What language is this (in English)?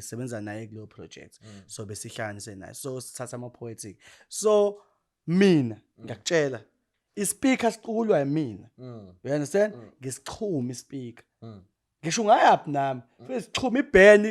Zulu